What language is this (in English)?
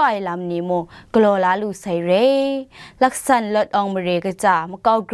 Kachin